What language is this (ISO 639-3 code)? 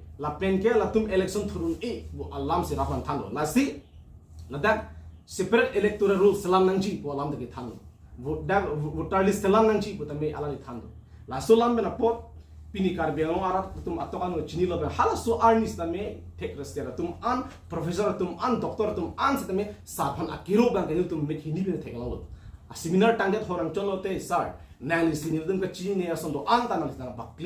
mjw